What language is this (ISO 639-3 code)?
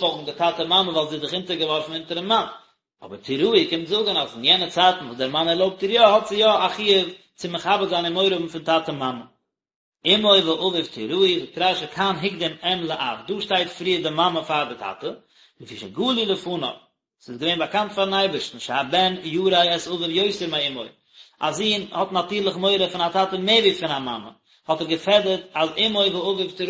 yid